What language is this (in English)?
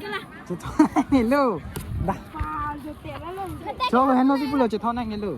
Karbi